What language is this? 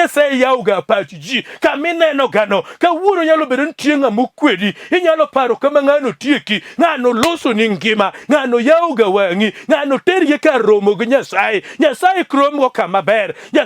Luo (Kenya and Tanzania)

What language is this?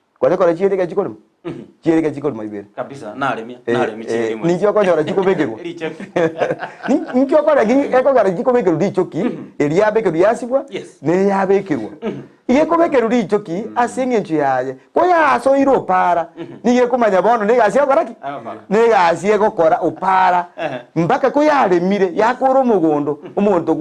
Gusii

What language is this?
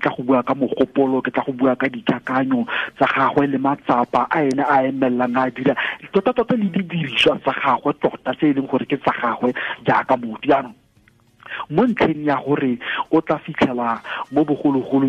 Tswana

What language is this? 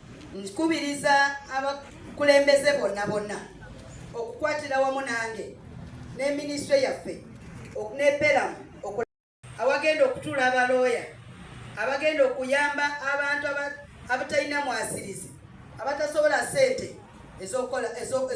Ganda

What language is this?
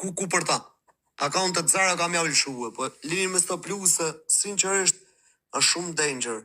Albanian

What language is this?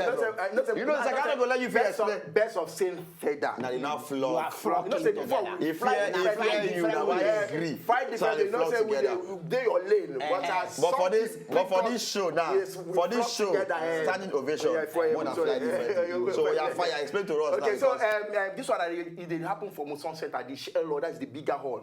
Nigerian Pidgin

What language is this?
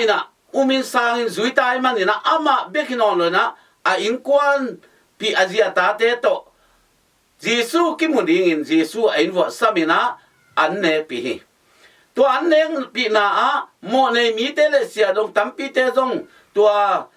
Tedim Chin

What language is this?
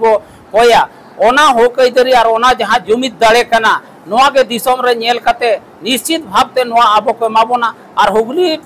Santali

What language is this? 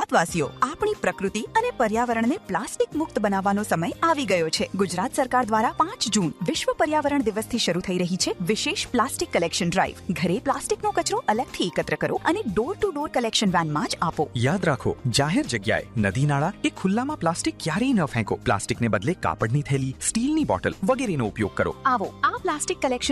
Gujarati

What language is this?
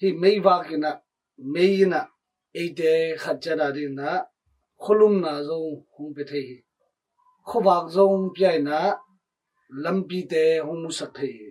Tedim Chin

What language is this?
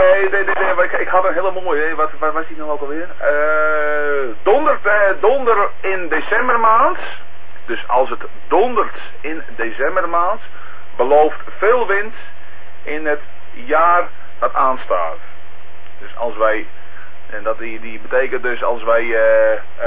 Dutch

